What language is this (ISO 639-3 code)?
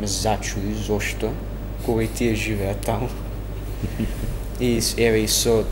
mkd